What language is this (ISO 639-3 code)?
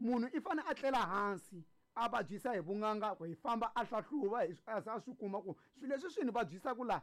tso